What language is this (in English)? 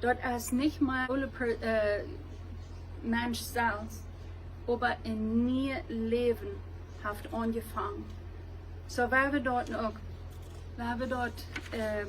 Plautdietsch